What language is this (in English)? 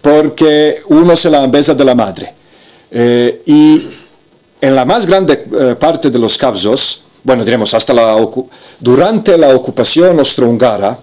Ladino